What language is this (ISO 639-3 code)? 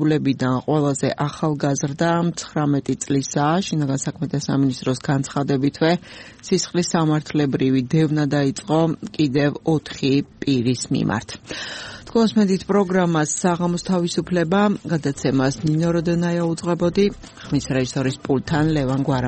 kat